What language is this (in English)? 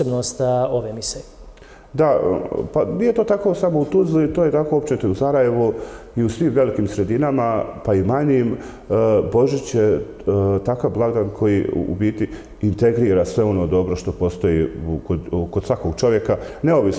Bosnian